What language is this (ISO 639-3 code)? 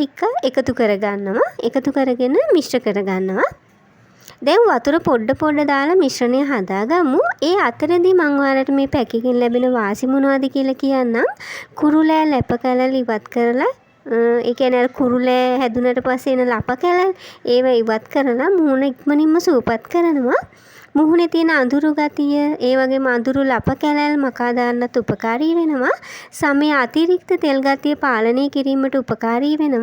sin